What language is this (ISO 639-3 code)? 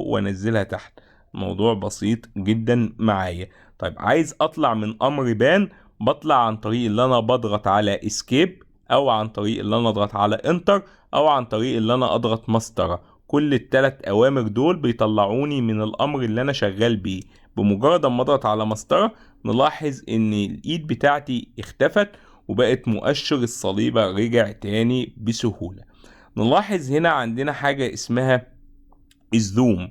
arz